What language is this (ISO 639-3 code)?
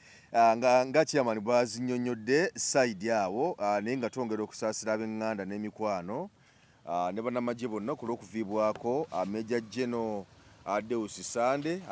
lug